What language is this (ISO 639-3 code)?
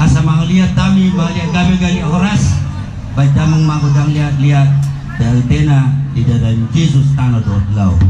bbc